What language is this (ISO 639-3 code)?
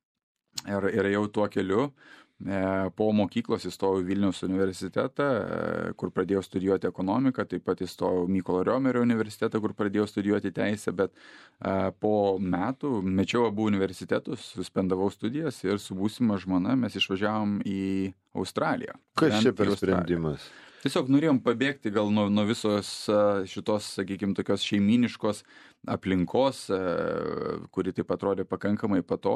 lit